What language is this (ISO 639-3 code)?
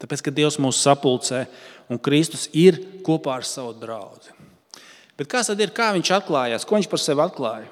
lav